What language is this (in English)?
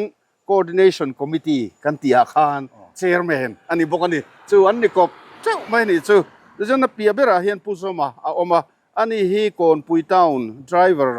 Mizo